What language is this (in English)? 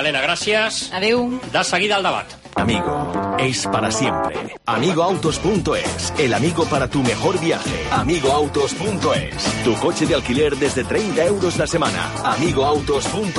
Catalan